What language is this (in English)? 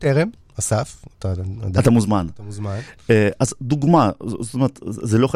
Hebrew